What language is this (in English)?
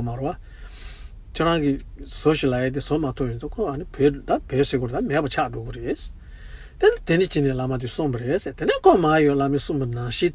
Tibetan